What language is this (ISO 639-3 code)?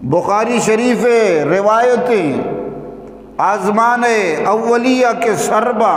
bgp